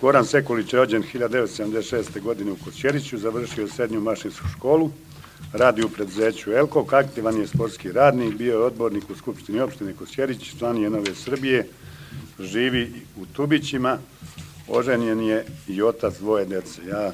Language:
Serbian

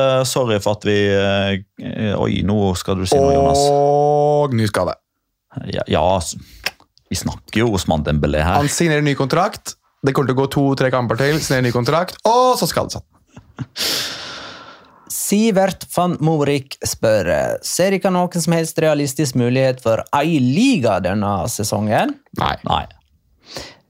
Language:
Norwegian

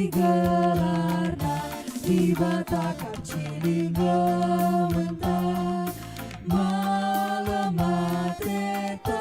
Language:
Batak Karo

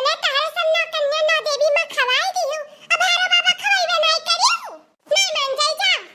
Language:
Awadhi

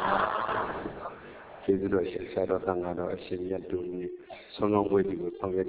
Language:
Burmese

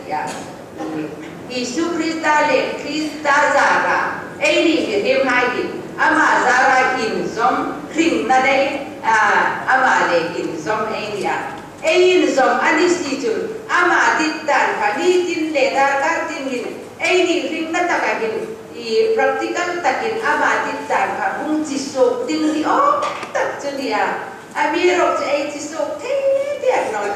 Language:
Hmar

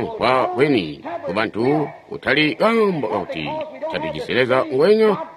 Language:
Tonga (Zambia)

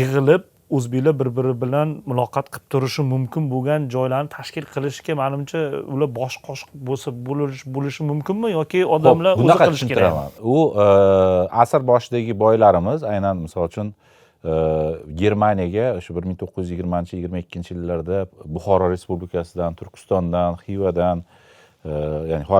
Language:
Uzbek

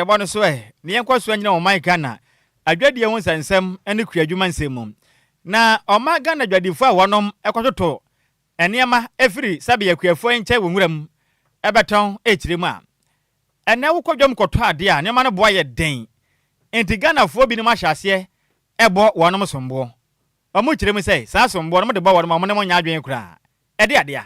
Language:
Akan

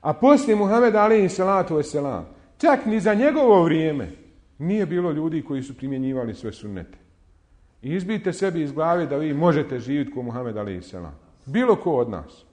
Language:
Bosnian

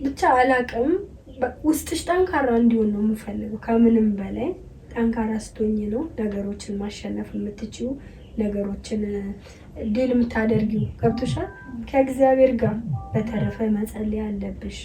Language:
Amharic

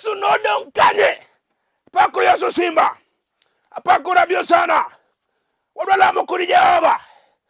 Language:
Luo (Kenya and Tanzania)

